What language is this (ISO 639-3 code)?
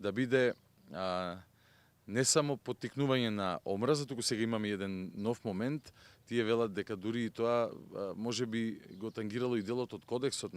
mkd